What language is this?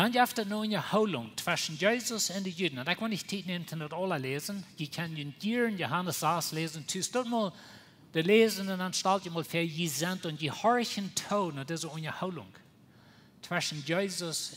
Plautdietsch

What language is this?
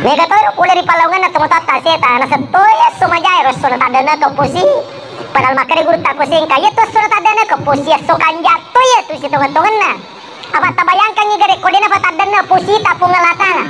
Buginese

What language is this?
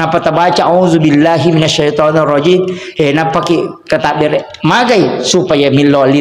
Buginese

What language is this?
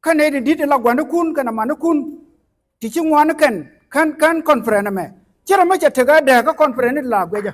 Nuer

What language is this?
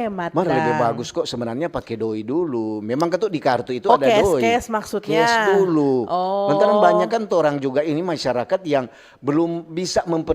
Manado Malay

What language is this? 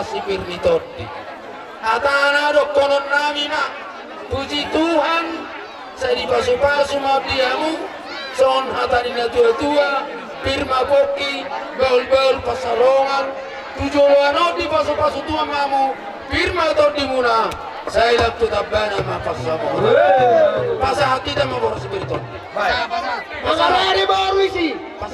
Batak Toba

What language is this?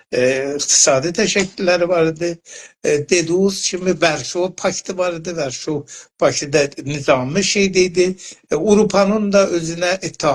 South Azerbaijani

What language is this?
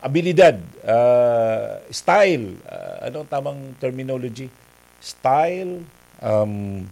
Bikol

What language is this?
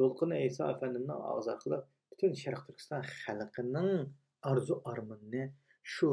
Uyghur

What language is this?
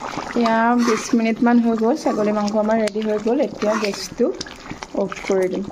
Assamese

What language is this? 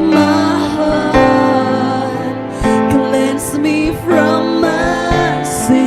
Waray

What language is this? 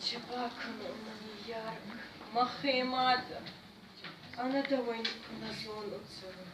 Ossetic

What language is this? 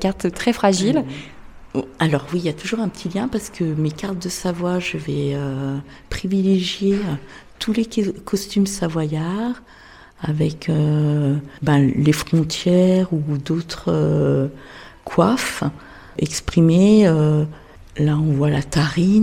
French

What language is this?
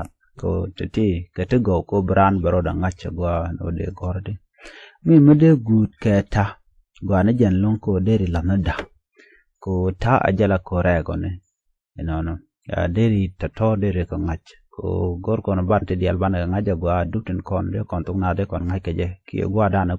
Nuer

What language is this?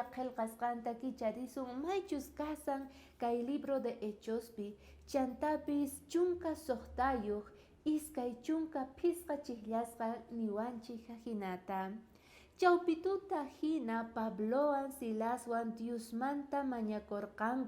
South Bolivian Quechua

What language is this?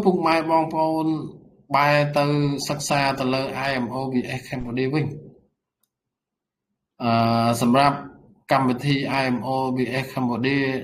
Khmer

